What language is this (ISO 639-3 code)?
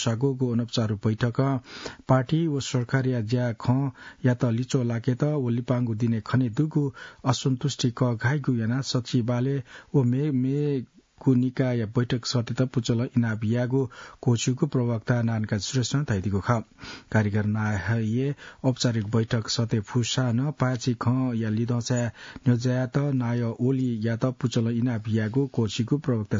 new